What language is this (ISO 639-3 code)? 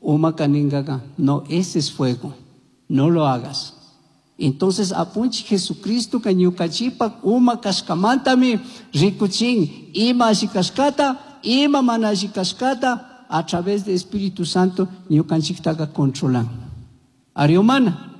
qug